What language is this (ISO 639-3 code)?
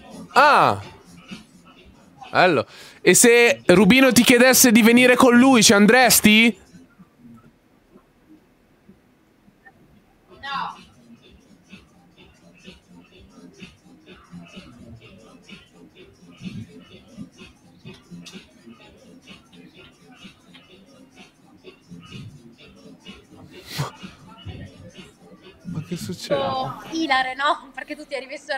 ita